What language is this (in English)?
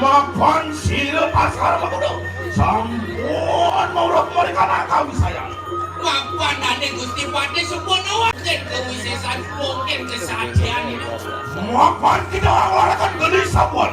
Balinese